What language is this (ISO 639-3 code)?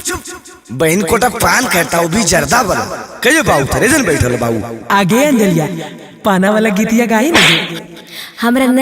mag